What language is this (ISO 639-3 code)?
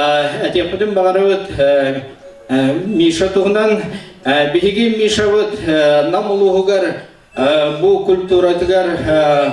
sah